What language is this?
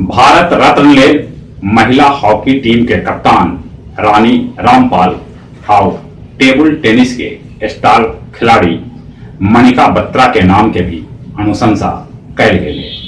Magahi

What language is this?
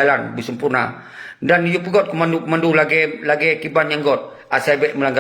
Achinese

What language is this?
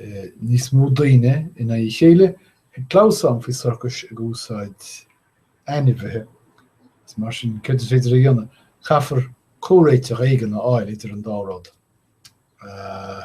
Irish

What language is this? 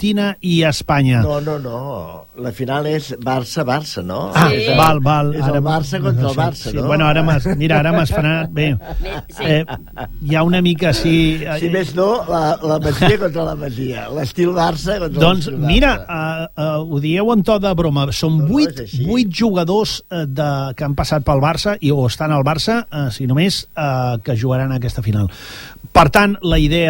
Catalan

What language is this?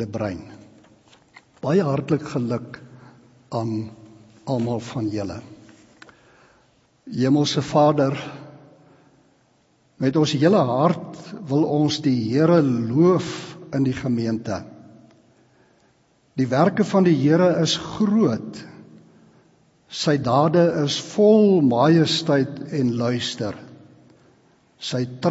Afrikaans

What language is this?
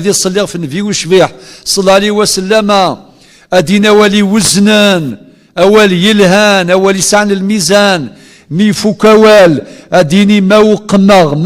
Kabyle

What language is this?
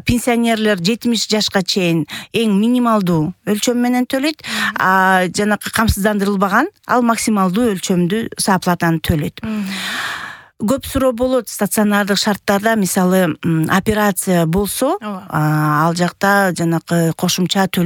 Kyrgyz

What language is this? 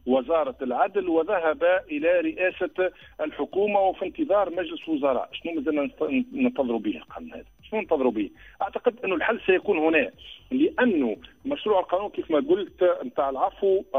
Tunisian Arabic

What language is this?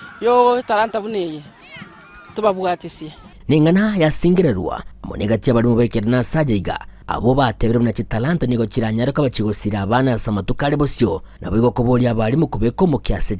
Gusii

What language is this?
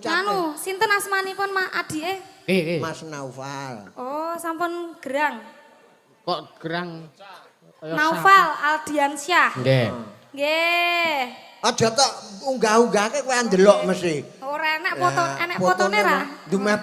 Javanese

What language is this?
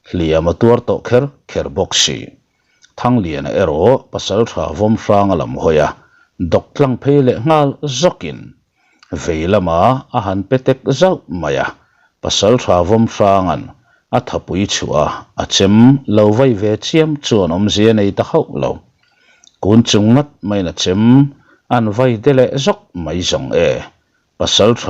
Mizo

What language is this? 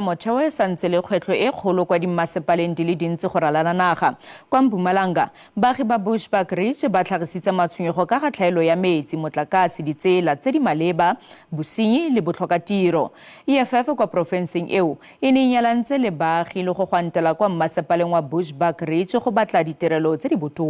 Tswana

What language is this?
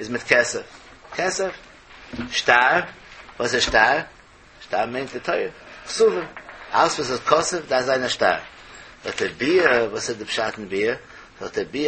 Yiddish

